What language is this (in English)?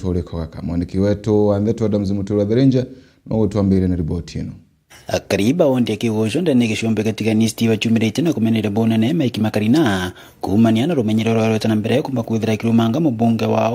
Meru